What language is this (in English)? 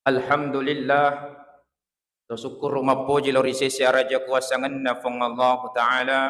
Buginese